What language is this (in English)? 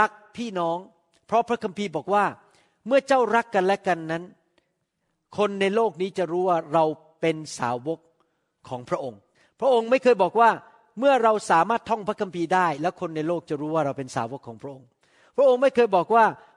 Thai